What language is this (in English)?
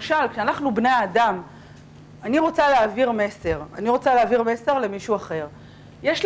Hebrew